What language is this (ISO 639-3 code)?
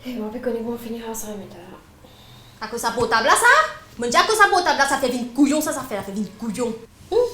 mfe